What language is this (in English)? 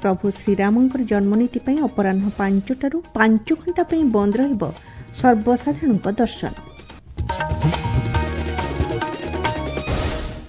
Odia